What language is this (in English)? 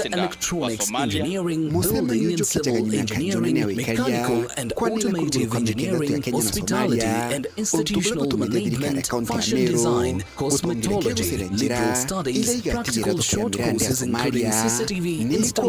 Meru